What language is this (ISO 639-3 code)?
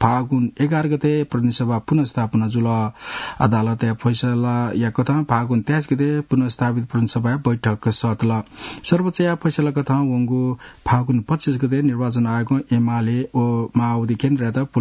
new